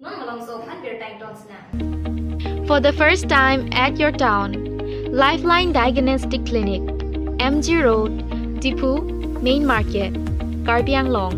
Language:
Karbi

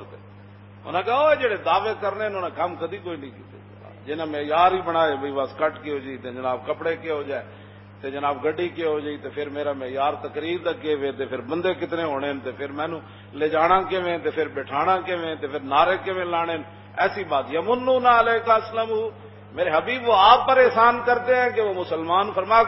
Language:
Western Panjabi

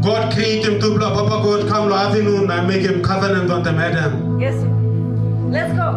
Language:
Tok Pisin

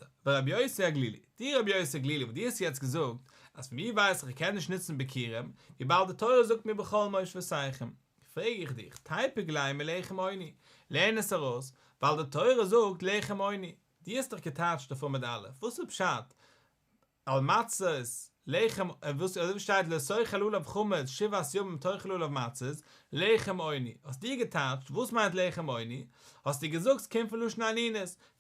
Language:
Yiddish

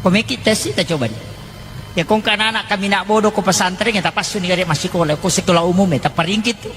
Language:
Buginese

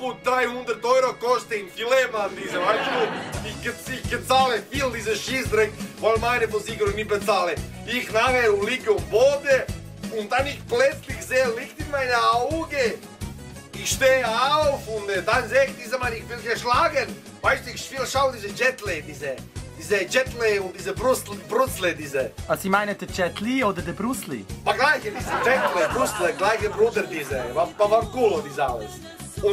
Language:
Swiss German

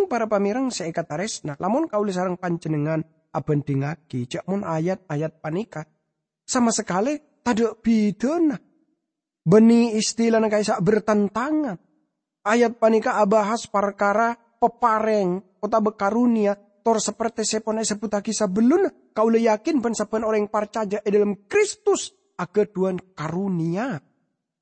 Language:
Madurese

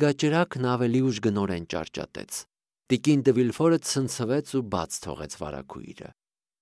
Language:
Armenian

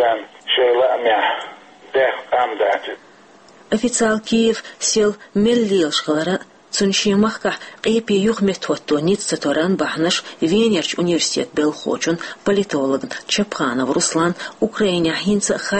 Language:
Chechen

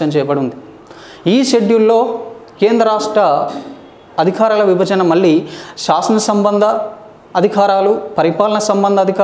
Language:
Telugu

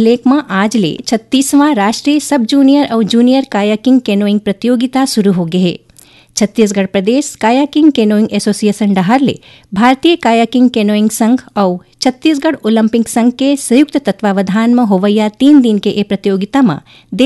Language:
Chhattisgarhi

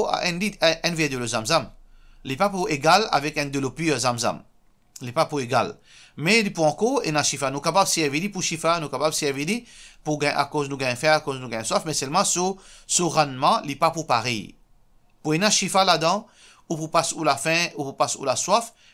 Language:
Morisyen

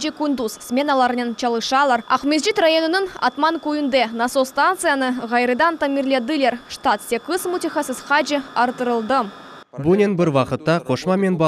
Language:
Crimean Tatar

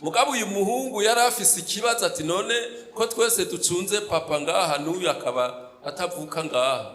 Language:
Rundi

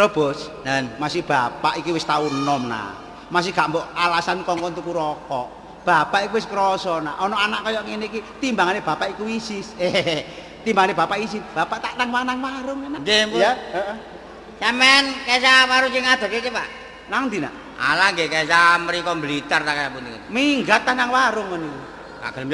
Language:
Javanese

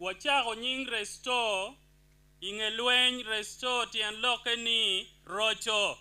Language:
Acoli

